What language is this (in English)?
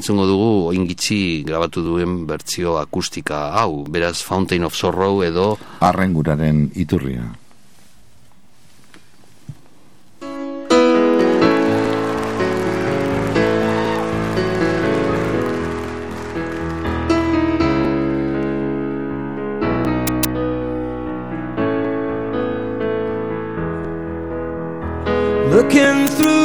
Basque